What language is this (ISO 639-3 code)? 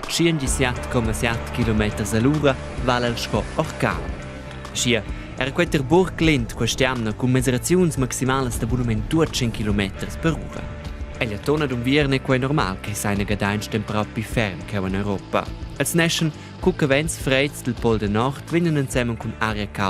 roh